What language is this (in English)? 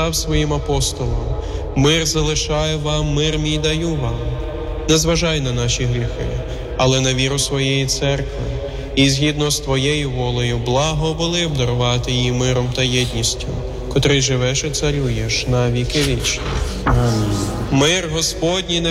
Ukrainian